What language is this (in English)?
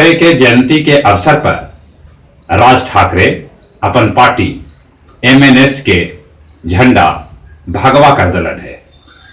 Magahi